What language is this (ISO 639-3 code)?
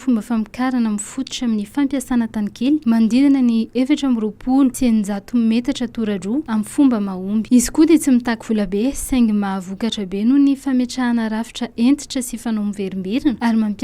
mlg